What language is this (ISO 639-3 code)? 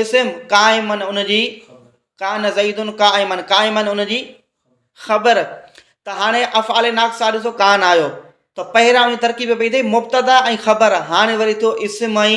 snd